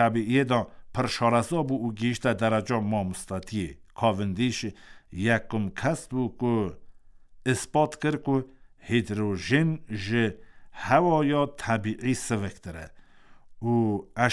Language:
Kurdish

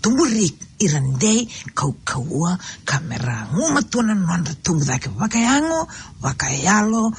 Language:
Fijian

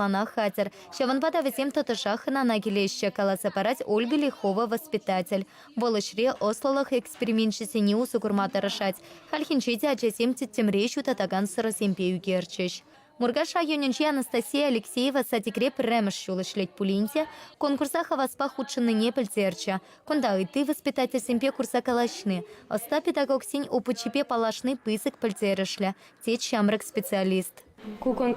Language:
Chuvash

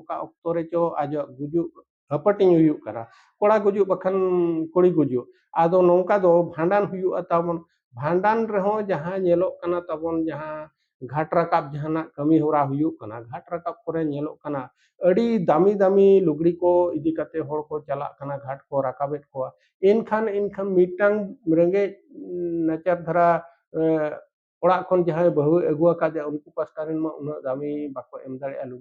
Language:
Santali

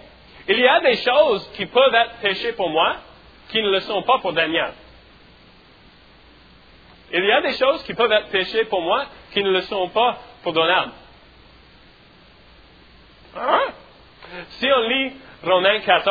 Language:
French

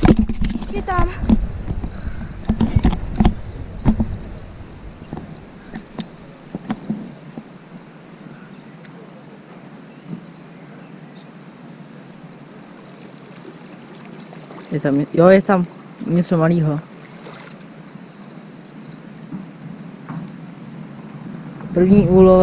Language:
Czech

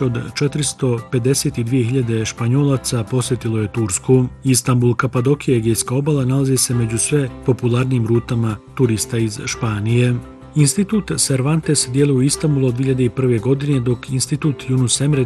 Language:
Bosnian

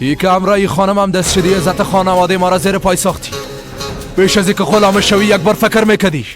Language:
Persian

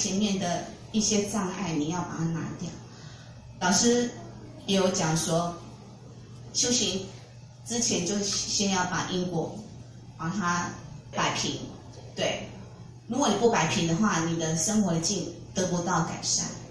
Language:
Chinese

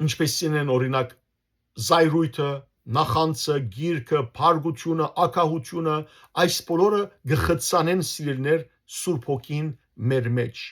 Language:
Western Armenian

